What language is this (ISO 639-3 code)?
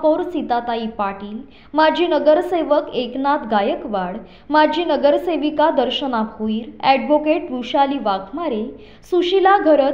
mar